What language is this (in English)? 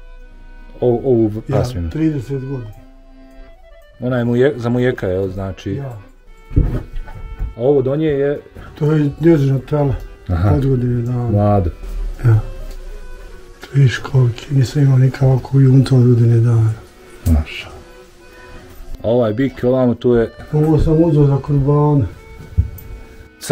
Bosnian